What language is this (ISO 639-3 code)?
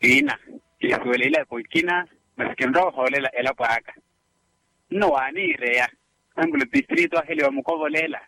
vmw